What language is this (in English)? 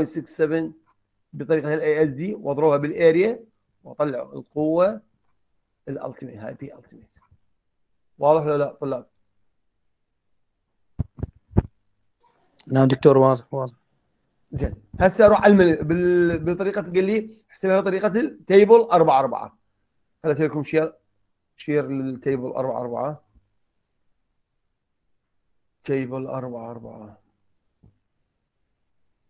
Mesopotamian Arabic